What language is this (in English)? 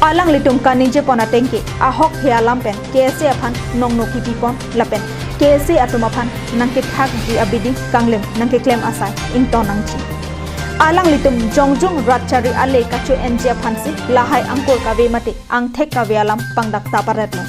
Karbi